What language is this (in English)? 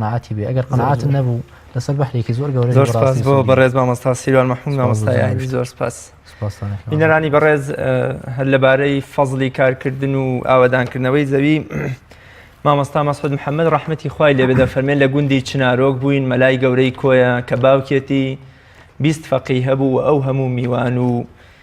Central Kurdish